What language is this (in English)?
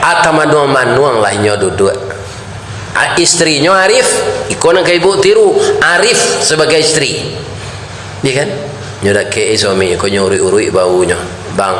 Minangkabau